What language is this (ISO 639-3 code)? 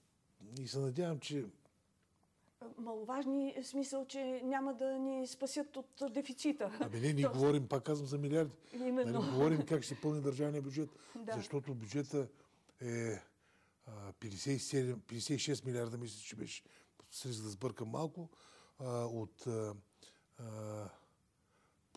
bul